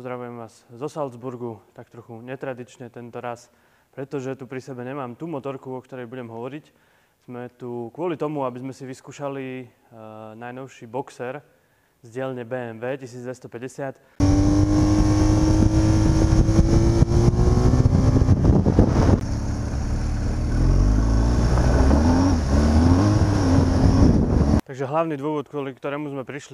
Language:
Slovak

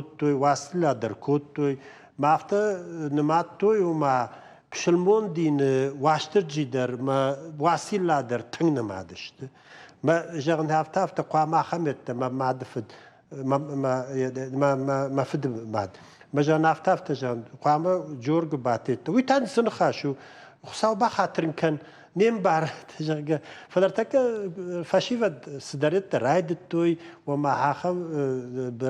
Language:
Ossetic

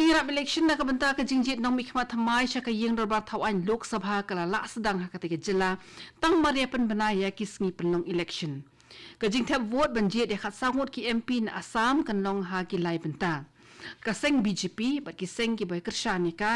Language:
Khasi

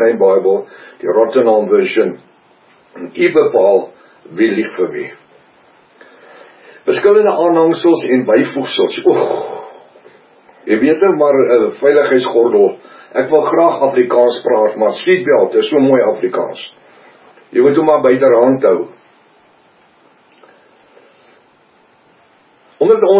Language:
Afrikaans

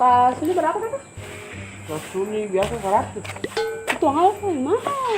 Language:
Ambonese Malay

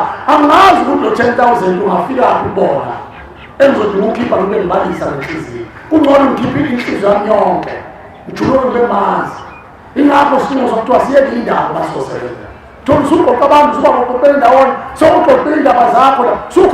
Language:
Zulu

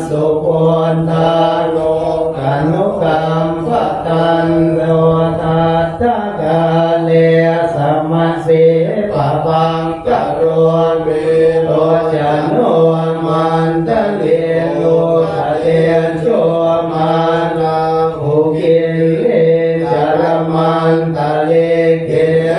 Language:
Pali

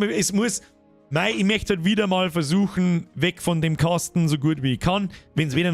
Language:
Bavarian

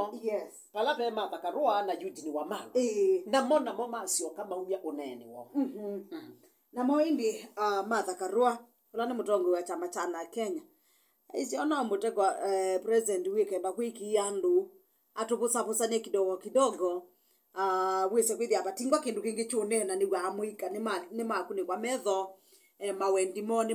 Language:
Kamba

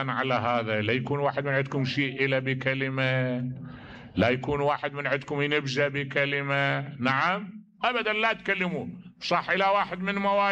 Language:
Mesopotamian Arabic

